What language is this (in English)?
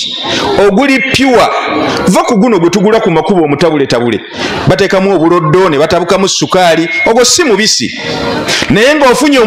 Ganda